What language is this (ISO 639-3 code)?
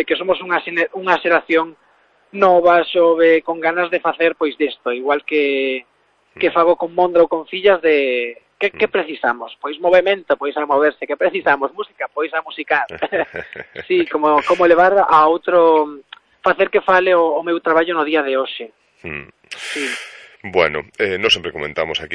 glg